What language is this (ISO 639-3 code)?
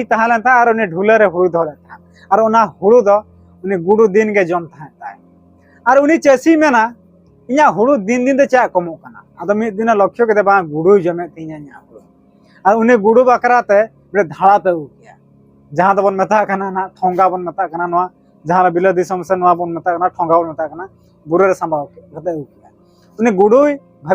sat